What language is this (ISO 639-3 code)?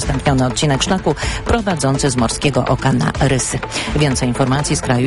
pol